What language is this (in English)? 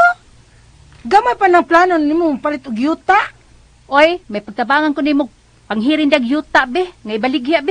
Cebuano